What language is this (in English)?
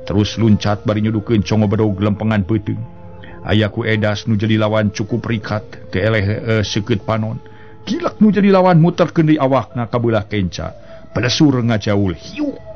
Sundanese